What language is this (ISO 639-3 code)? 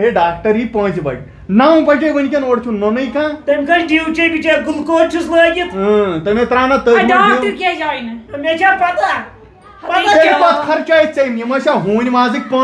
kas